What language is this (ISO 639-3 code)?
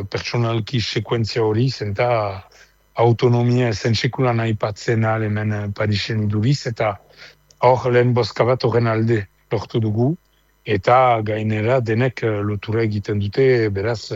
eus